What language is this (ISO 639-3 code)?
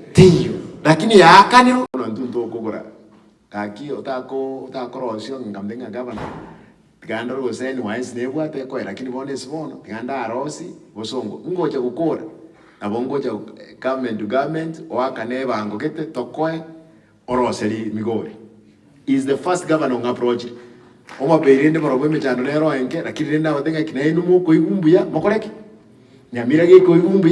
guz